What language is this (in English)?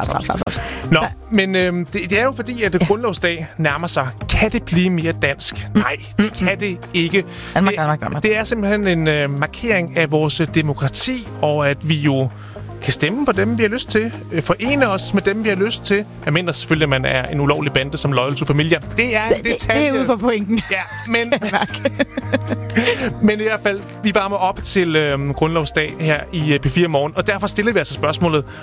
Danish